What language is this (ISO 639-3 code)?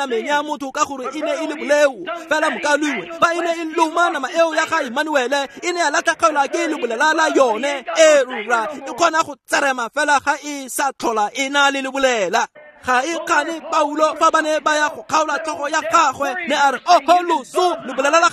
tsn